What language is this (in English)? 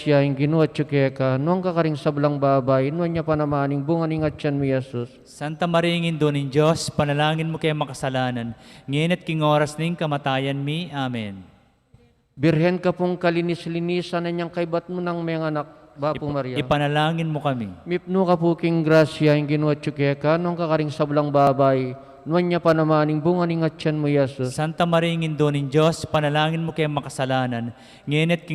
Pampanga